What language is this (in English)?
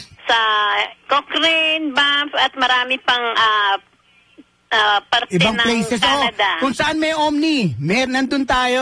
Filipino